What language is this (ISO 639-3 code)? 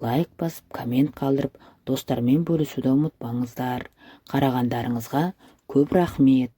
kaz